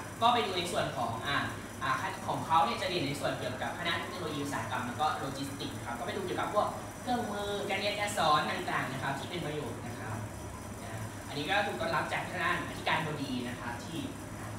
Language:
Thai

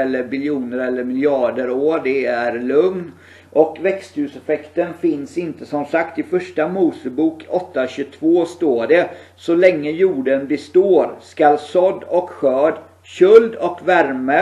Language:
Swedish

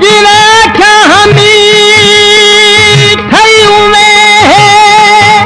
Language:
Saraiki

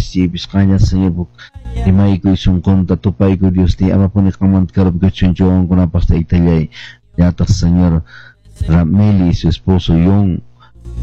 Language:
Quechua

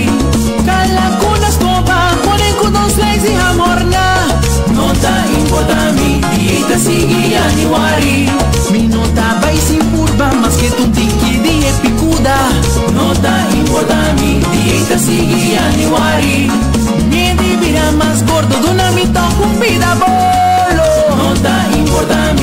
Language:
Papiamento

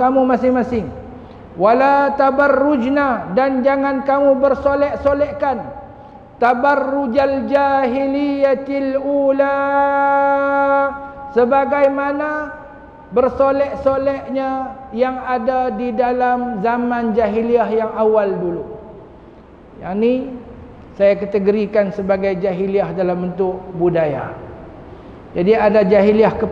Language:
Malay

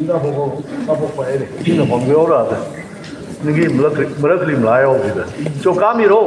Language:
Tangkhul Naga (India)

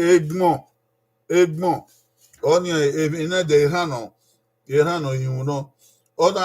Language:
Bini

